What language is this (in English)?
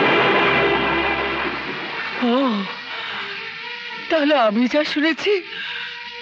Bangla